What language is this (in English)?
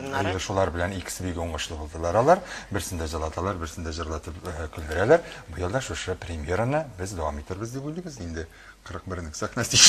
Tatar